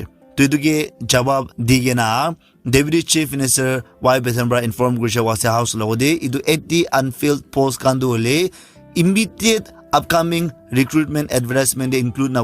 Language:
Naga Pidgin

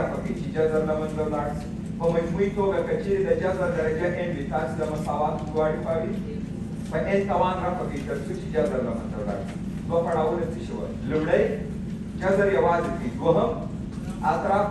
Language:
Pashto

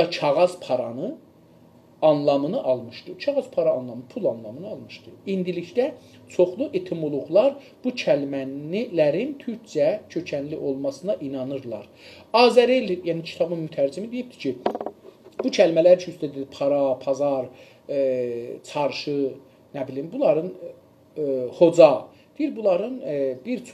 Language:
South Azerbaijani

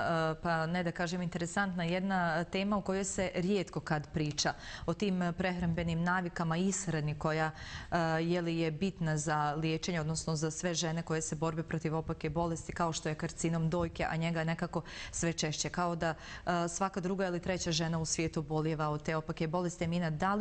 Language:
Bosnian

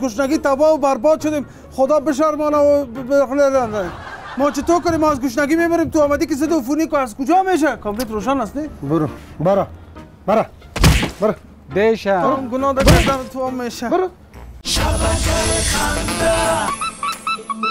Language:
Persian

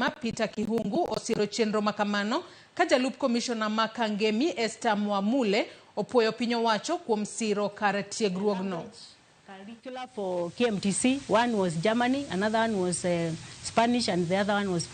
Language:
Luo (Kenya and Tanzania)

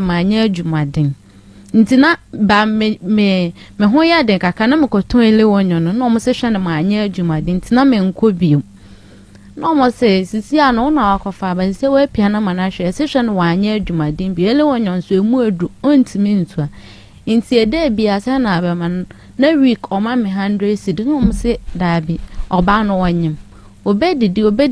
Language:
Akan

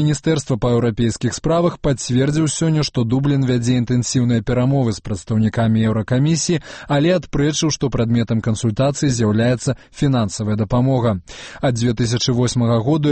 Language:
Belarusian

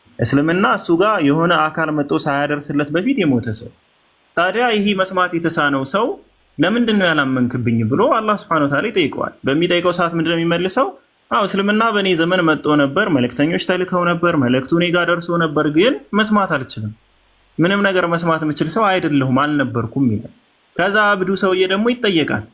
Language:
Amharic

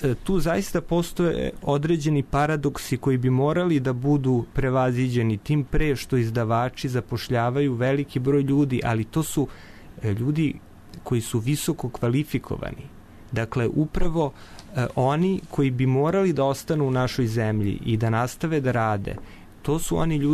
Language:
Serbian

